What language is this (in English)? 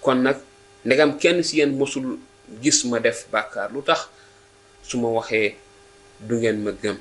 Wolof